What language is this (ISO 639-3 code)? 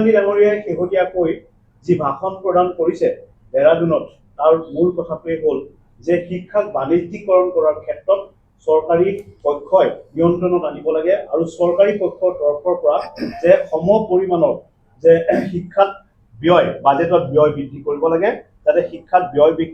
asm